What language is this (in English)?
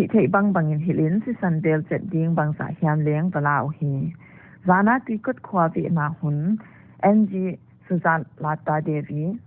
Paite Chin